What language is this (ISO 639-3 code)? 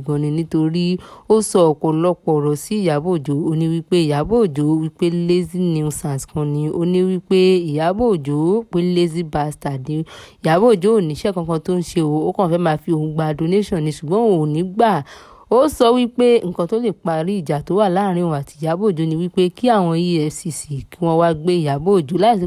yor